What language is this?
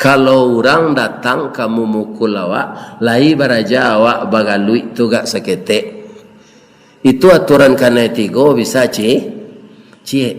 Minangkabau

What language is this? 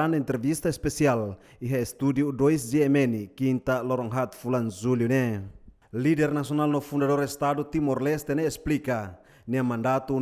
Tetum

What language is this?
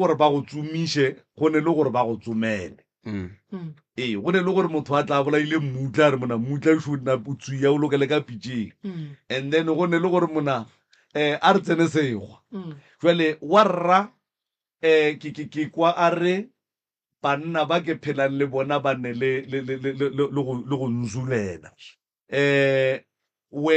Northern Sotho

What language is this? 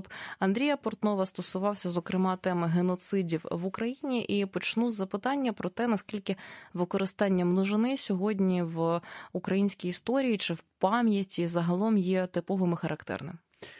Ukrainian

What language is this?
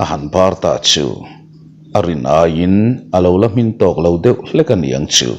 Mizo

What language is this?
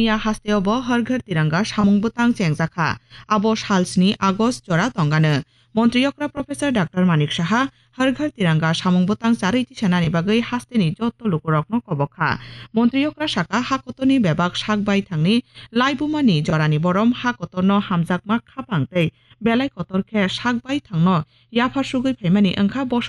Kok Borok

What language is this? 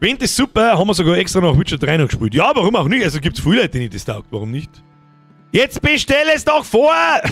Bavarian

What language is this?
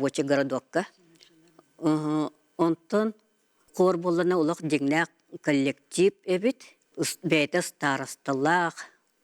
Yakut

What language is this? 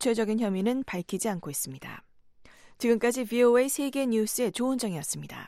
Korean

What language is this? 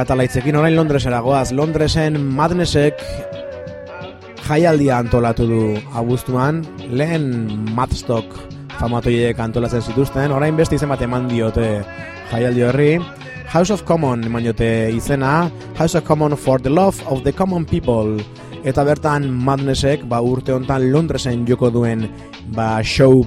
Basque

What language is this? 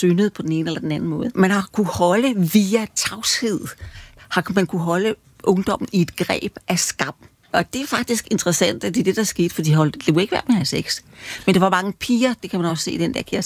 Danish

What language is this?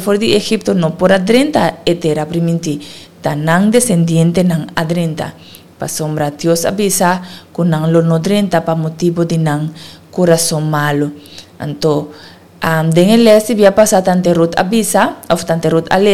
Papiamento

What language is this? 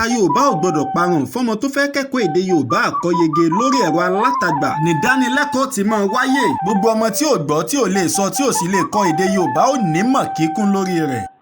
Yoruba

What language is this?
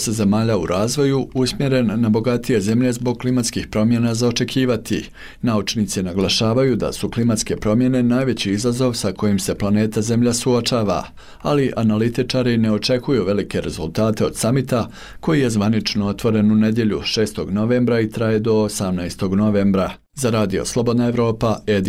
Bosnian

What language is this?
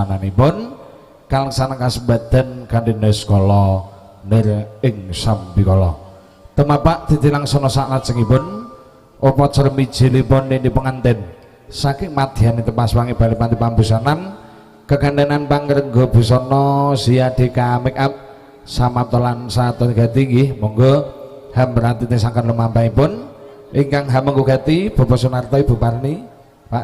Javanese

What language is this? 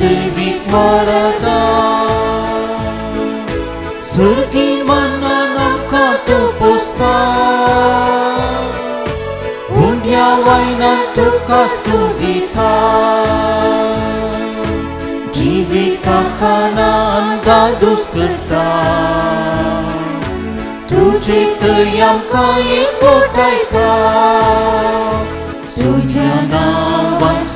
Konkani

